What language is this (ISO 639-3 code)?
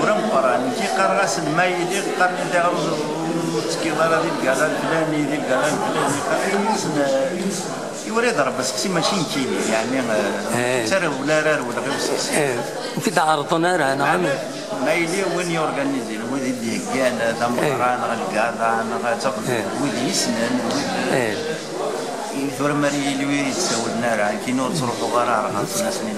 kab